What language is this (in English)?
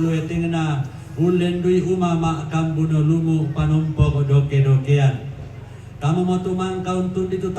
Toraja-Sa'dan